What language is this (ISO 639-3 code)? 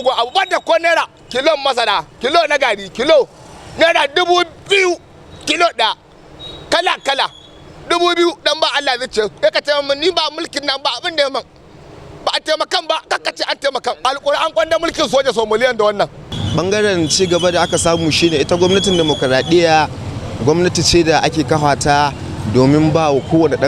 hau